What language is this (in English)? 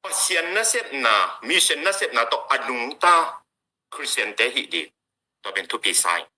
Tedim Chin